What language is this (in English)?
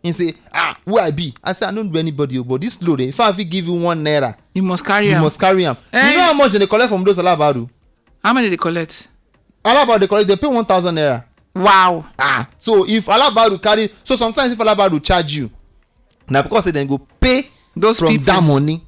Nigerian Pidgin